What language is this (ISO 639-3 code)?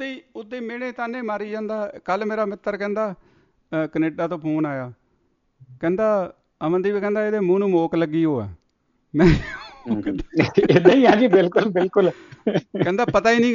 pan